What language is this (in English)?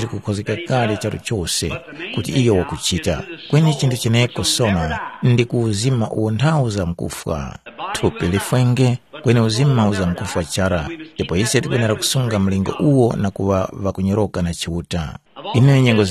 Tumbuka